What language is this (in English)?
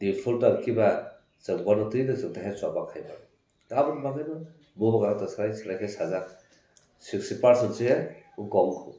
Kok Borok